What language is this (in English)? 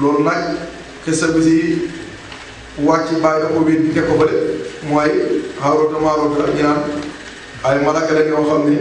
Wolof